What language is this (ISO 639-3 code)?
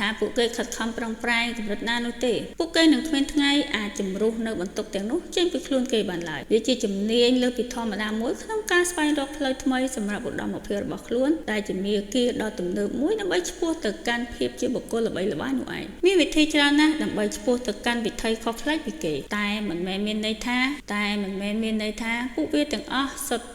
khm